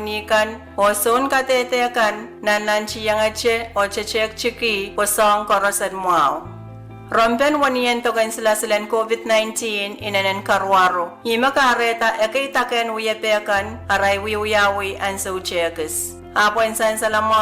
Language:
Pohnpeian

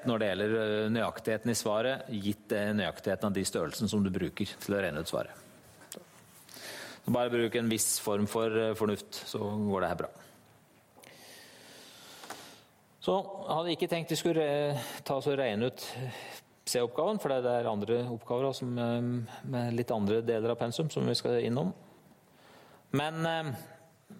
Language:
Norwegian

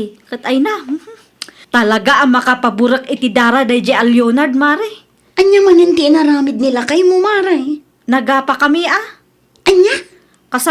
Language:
Iloko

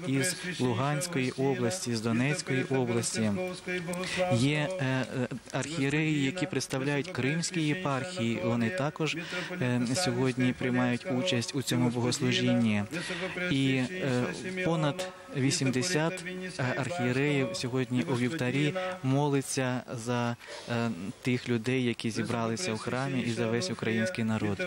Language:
Ukrainian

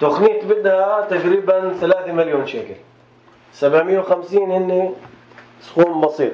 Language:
North Levantine Arabic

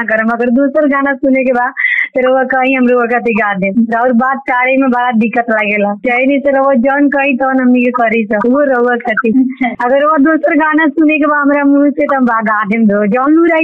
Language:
Bhojpuri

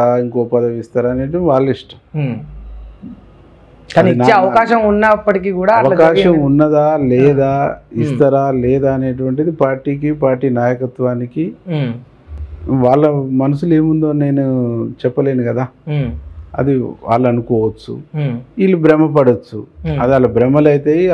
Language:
Telugu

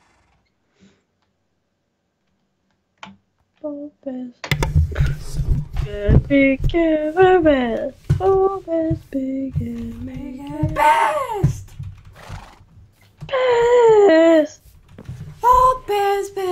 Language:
Swedish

